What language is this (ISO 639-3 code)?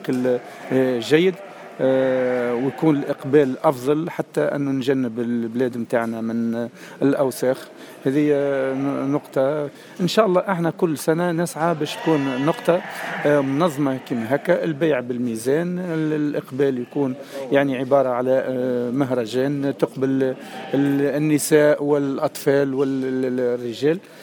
aeb